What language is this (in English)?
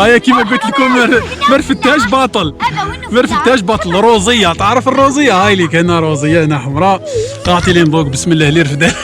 Algerian Arabic